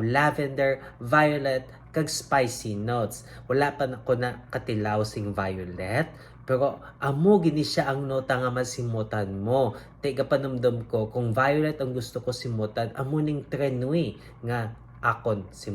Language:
Hiligaynon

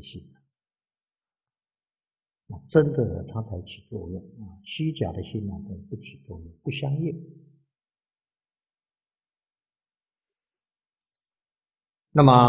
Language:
Chinese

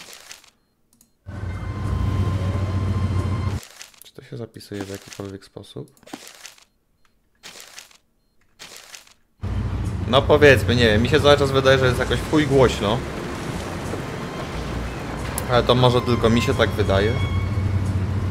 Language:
Polish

